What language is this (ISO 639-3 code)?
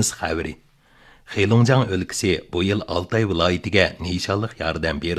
uig